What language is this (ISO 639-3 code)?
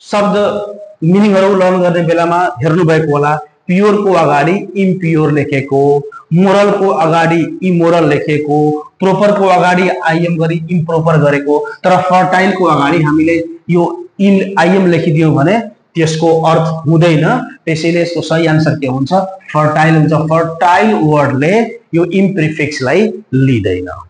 nep